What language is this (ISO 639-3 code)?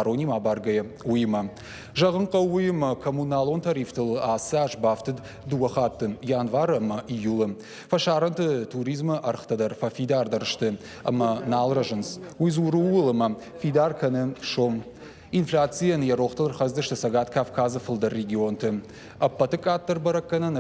oss